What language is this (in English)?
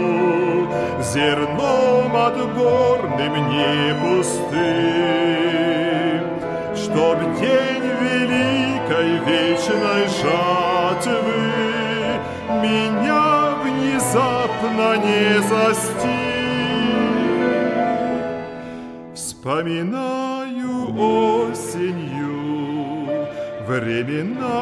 Russian